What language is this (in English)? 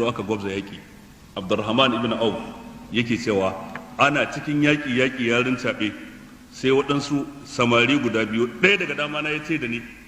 Hausa